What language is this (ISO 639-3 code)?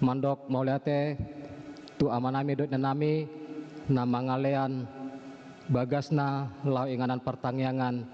bbc